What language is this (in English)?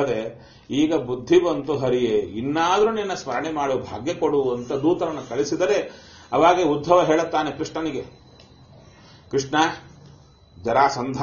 Kannada